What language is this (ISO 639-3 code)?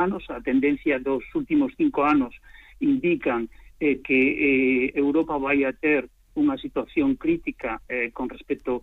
glg